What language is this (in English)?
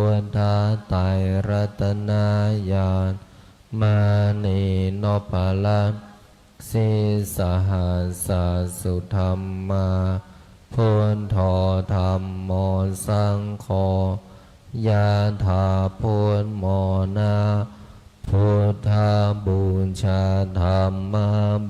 Pali